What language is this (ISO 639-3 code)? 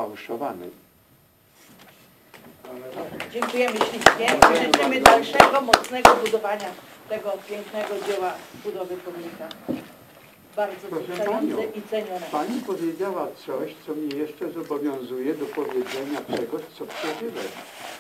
pol